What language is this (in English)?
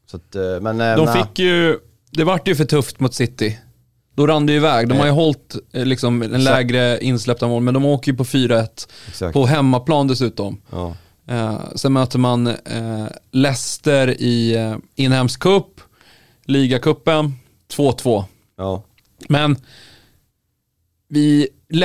Swedish